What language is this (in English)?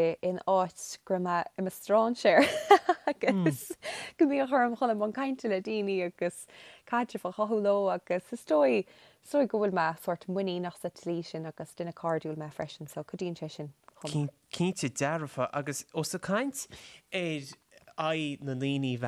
Irish